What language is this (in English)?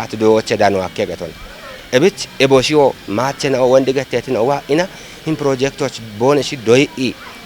Kafa